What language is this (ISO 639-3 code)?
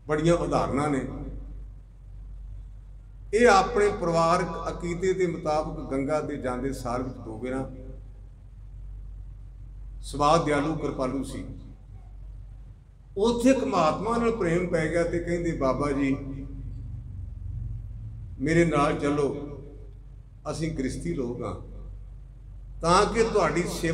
pan